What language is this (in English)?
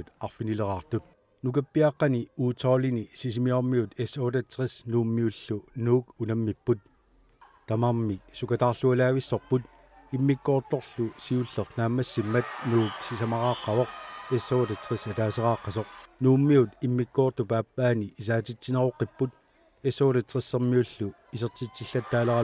Kalaallisut